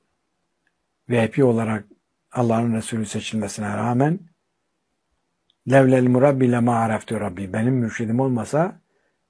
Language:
Turkish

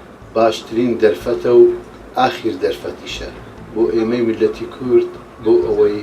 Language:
Central Kurdish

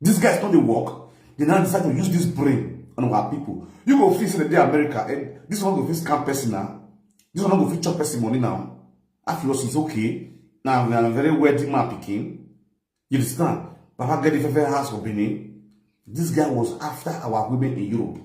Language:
Nigerian Pidgin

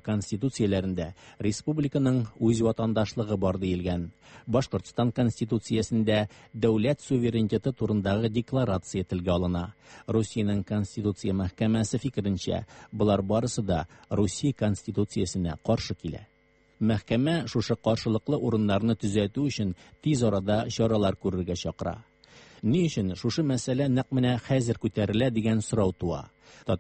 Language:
Tatar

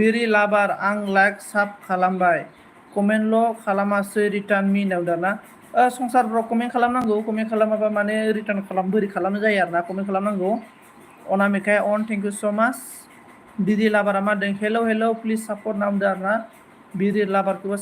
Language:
Bodo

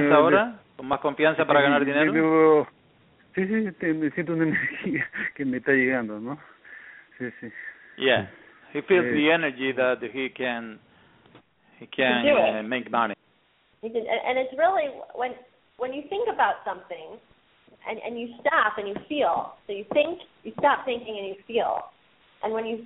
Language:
Spanish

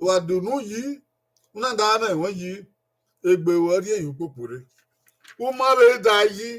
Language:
Bini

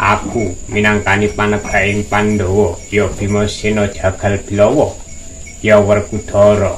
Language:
Javanese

